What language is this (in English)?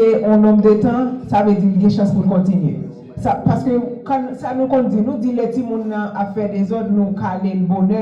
Haitian Creole